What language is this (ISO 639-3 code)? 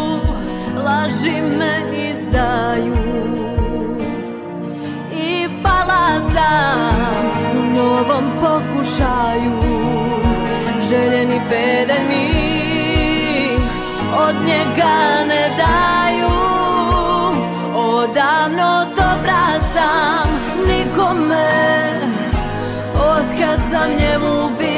srp